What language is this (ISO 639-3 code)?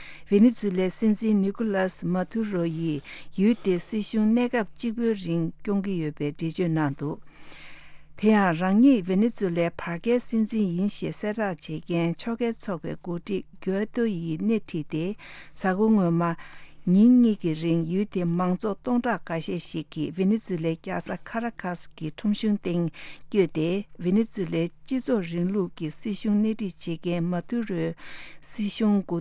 bod